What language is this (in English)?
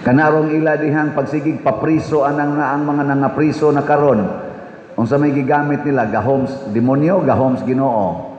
Cebuano